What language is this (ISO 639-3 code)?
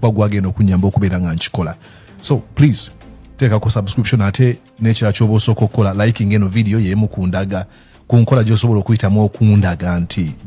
lug